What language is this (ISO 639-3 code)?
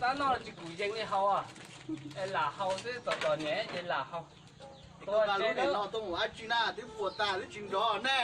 hmn